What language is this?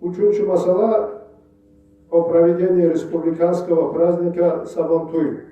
Kumyk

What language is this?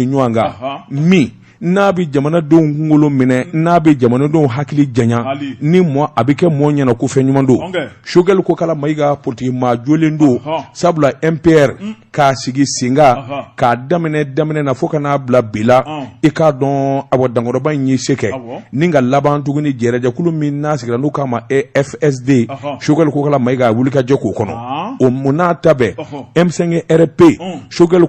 Bambara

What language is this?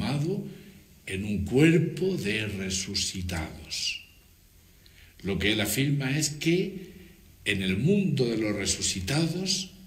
Spanish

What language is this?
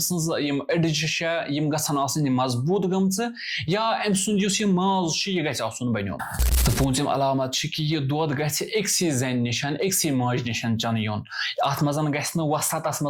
Kashmiri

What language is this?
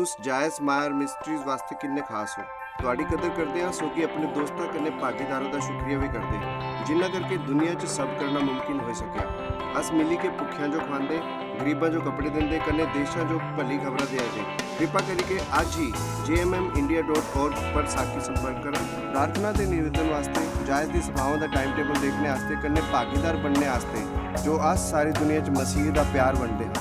Dogri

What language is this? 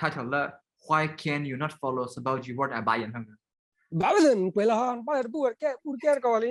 S'gaw Karen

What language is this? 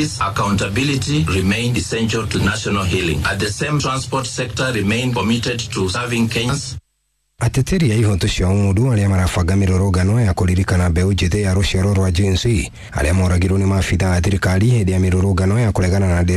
Kikuyu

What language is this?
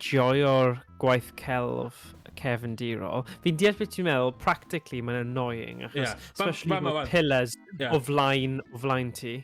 Welsh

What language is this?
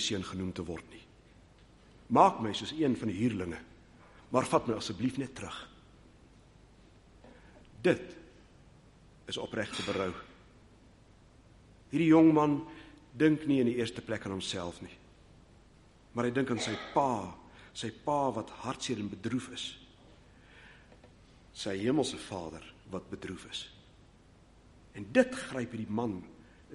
Afrikaans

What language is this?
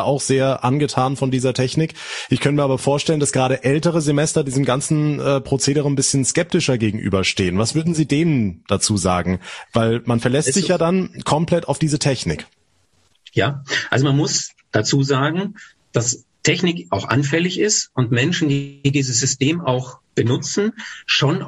German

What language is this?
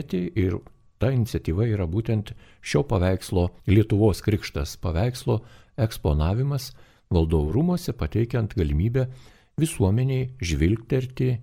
Lithuanian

